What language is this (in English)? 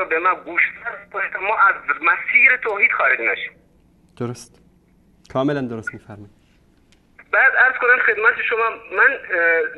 Persian